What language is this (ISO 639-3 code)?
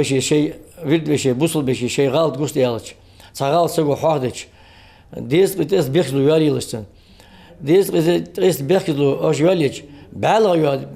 inh